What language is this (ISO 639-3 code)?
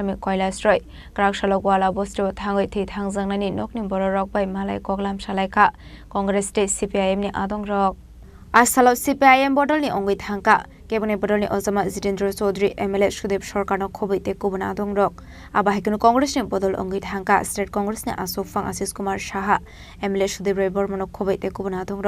trp